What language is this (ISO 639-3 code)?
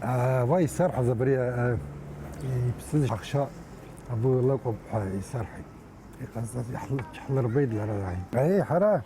abk